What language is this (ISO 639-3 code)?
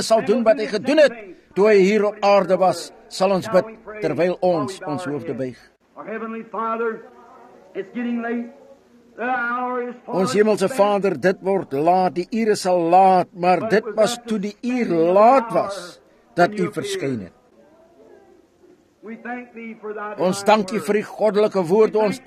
afr